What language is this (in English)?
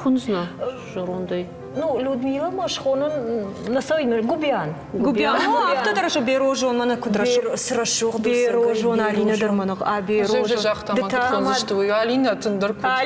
Ossetic